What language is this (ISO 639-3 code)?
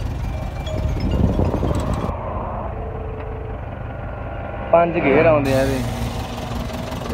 pan